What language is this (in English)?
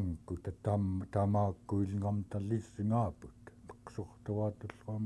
Central Yupik